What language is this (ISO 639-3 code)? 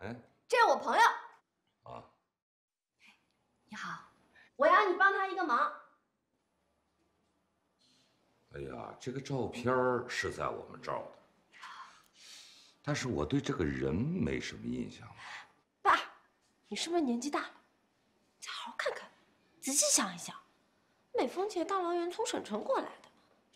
zho